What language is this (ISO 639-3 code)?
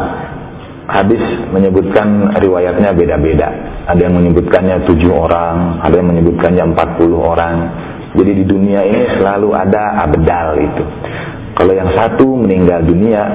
ind